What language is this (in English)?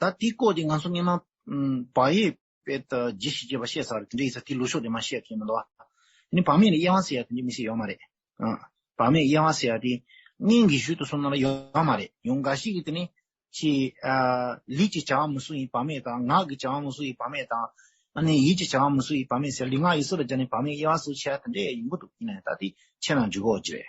Tibetan